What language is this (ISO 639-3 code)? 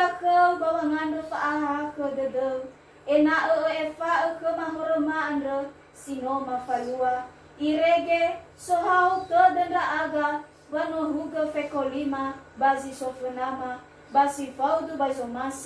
nia